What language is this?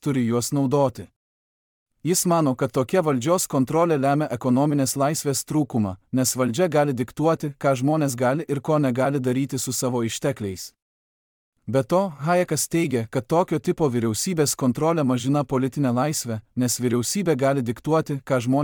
Lithuanian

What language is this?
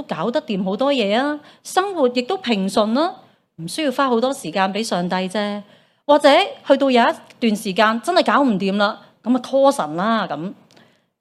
Cantonese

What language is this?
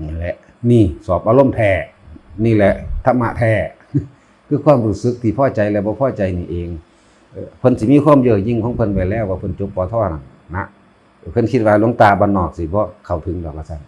Northeastern Thai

